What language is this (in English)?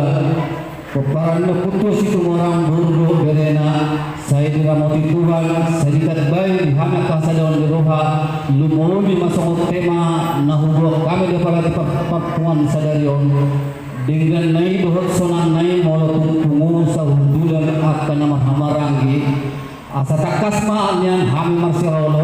Batak Toba